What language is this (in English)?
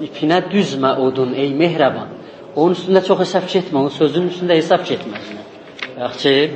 South Azerbaijani